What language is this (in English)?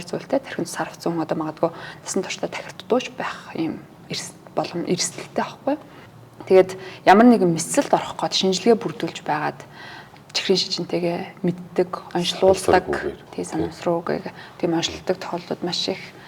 Mongolian